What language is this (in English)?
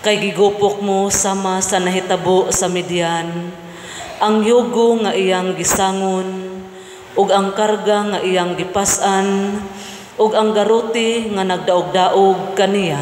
Cebuano